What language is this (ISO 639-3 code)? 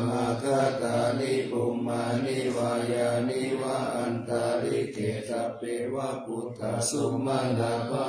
pli